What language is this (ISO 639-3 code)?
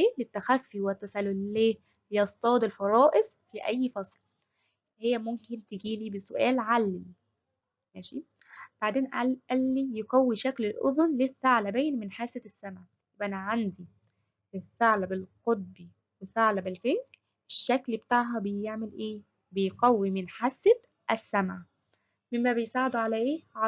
arz